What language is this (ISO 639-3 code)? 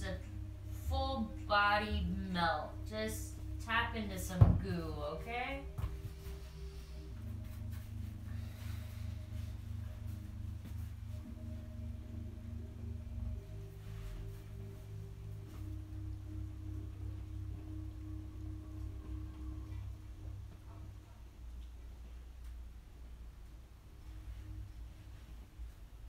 eng